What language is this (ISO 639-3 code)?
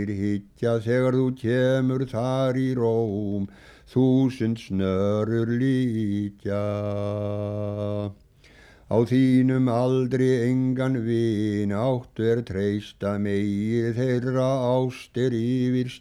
isl